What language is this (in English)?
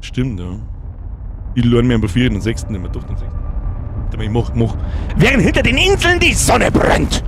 Bavarian